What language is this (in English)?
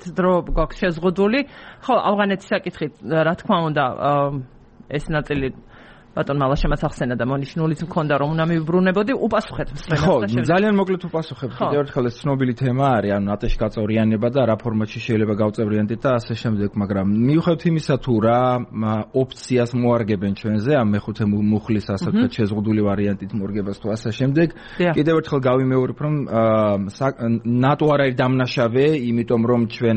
Georgian